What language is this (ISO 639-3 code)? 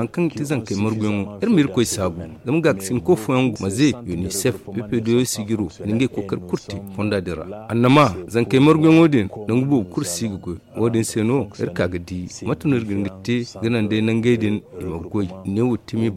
dje